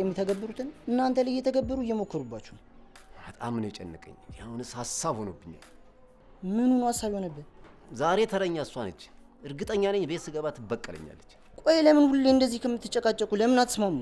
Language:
Amharic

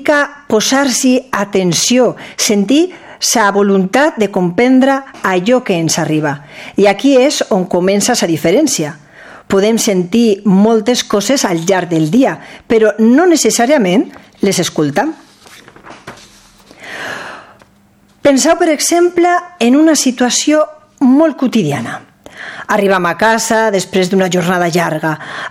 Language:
Catalan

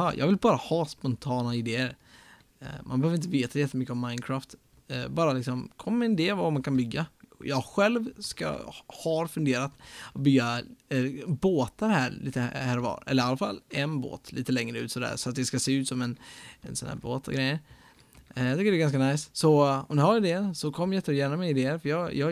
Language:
Swedish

